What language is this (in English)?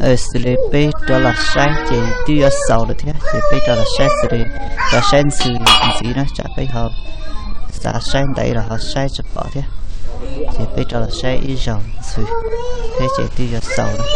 Hmong